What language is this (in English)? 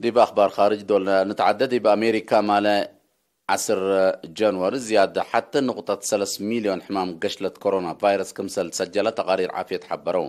Tigre